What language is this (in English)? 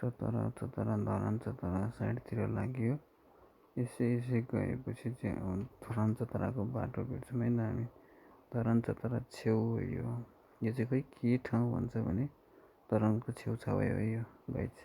Nepali